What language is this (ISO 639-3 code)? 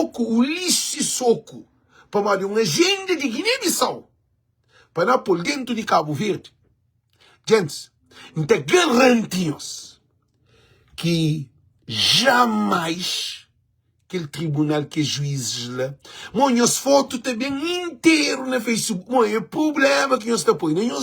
kea